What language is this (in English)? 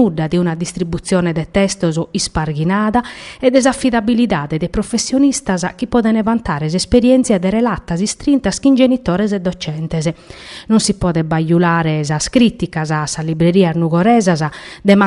Sardinian